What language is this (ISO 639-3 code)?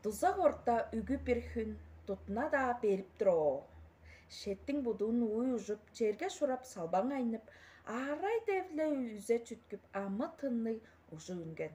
tyv